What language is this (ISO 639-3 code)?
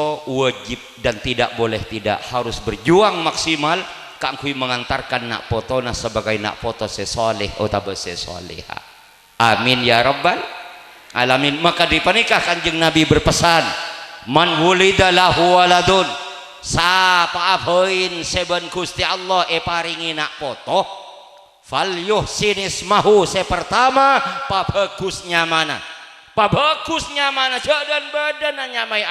mad